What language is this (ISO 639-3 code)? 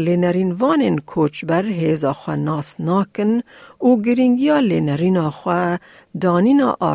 kur